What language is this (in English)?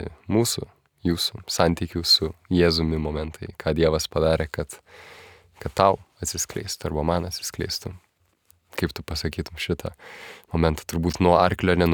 Lithuanian